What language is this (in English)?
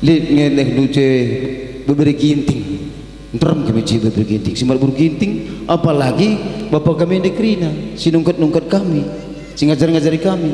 Batak Karo